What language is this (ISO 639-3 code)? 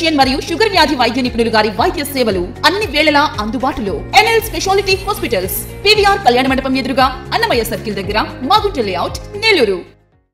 tel